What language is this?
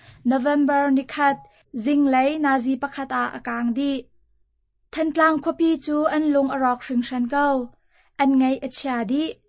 Hakha Chin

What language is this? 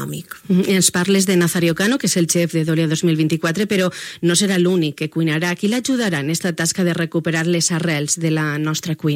Catalan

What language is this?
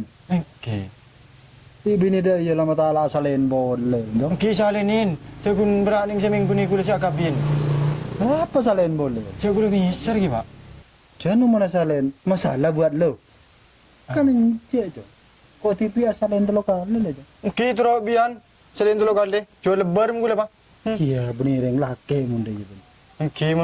Madurese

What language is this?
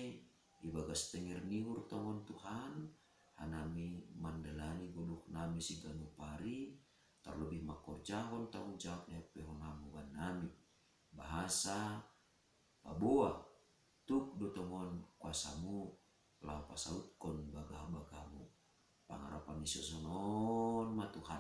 Batak Simalungun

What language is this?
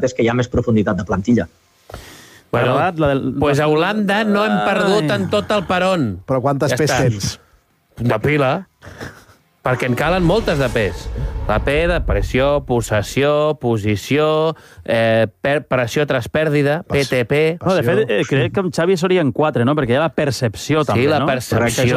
Catalan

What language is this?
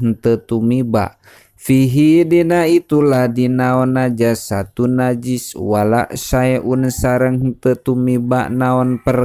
Sundanese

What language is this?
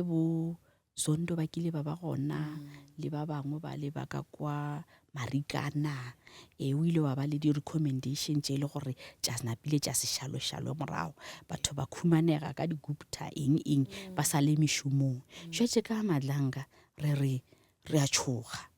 Northern Sotho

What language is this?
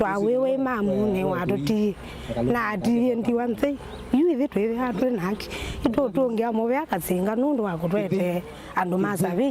Kamba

